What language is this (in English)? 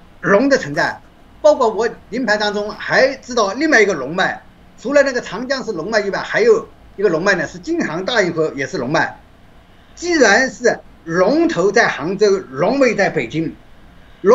Chinese